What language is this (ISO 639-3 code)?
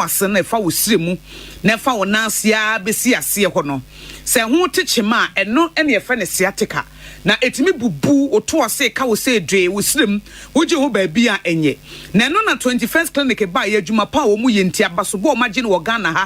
aka